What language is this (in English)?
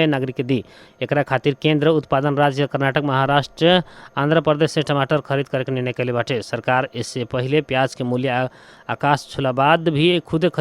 Bhojpuri